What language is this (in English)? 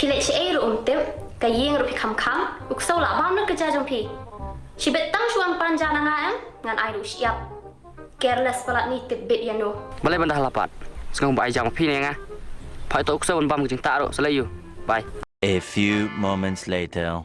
Khasi